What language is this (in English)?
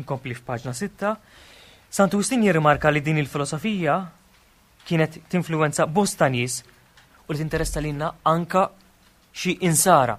Maltese